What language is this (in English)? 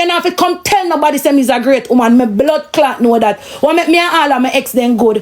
Jamaican Creole English